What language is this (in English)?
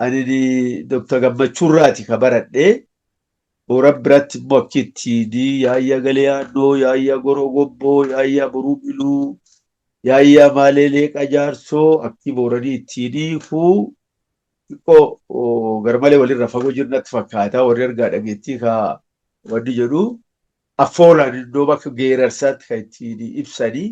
Oromo